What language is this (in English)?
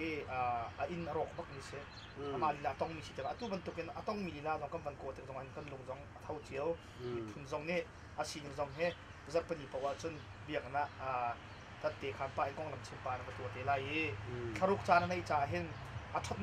Hakha Chin